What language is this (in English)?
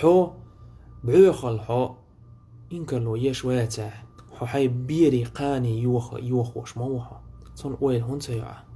Chechen